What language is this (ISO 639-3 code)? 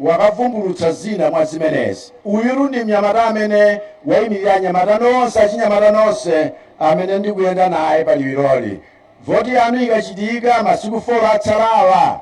nya